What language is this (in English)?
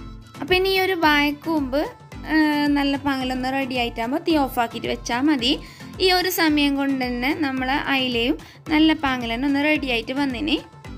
Malayalam